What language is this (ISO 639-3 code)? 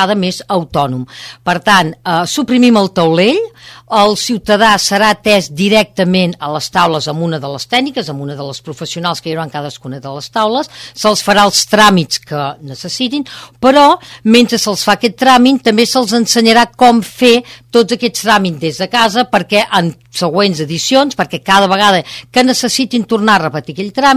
cat